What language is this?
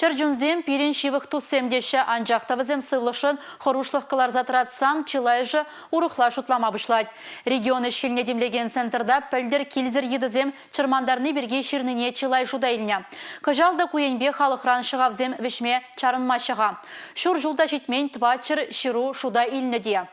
Chuvash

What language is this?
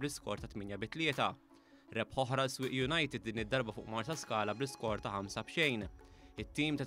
Maltese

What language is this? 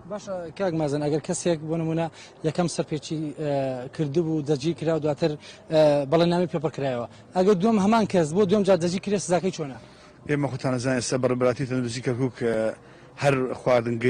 Central Kurdish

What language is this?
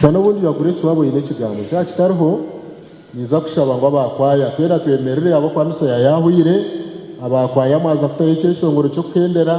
Nyankole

